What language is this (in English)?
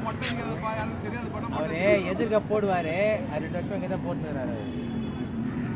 Tamil